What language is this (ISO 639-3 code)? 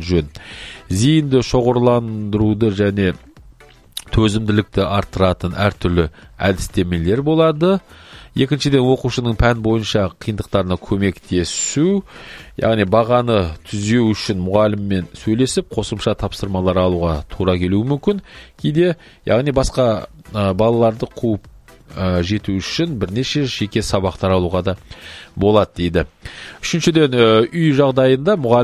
kaz